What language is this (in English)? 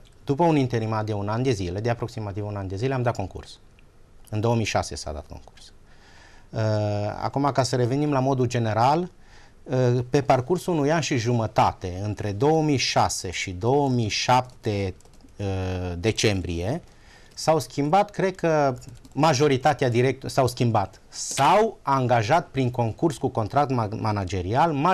Romanian